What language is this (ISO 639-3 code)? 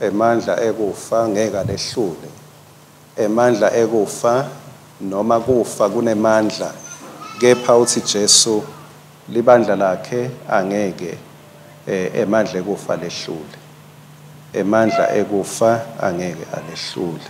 ssw